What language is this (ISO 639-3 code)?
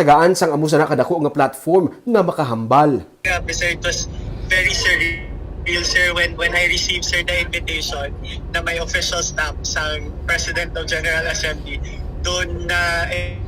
hil